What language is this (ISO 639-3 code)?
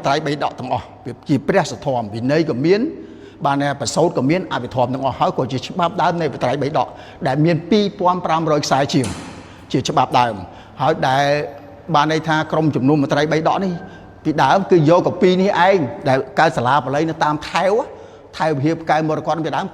khm